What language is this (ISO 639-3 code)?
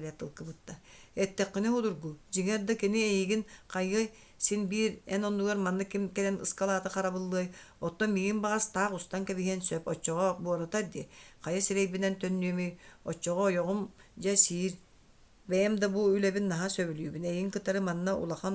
sah